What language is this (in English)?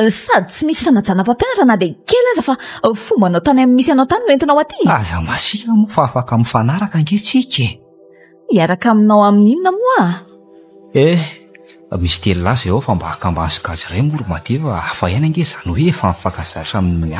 Malagasy